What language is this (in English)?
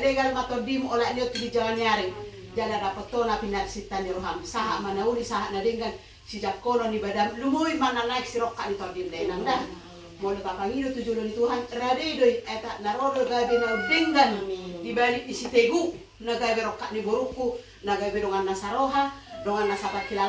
Batak Toba